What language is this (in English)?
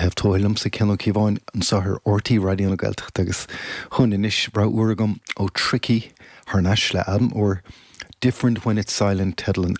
Irish